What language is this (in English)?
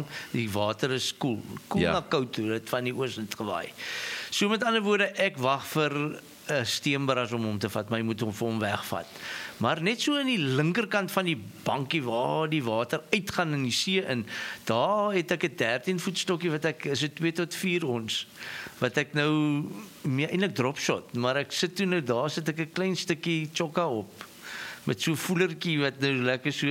Afrikaans